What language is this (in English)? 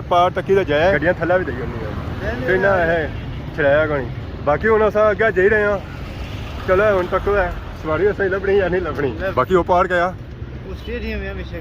Pahari-Potwari